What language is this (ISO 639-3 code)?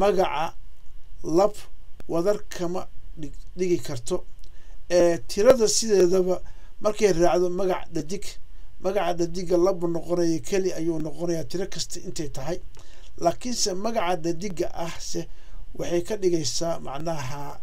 som